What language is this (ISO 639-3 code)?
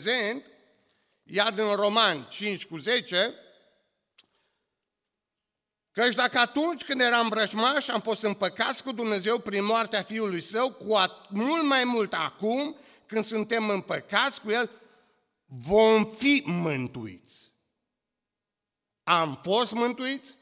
ron